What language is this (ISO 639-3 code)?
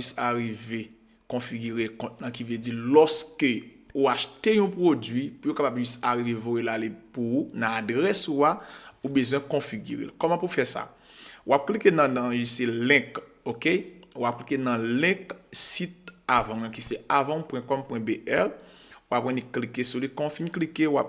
hat